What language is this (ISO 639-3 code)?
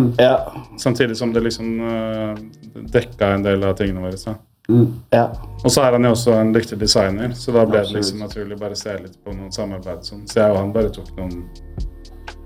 nor